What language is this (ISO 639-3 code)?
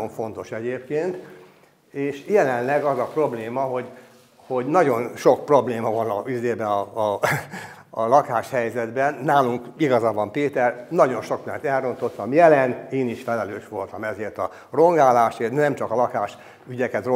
hun